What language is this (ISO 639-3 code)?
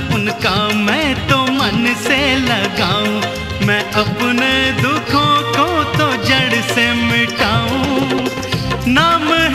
hin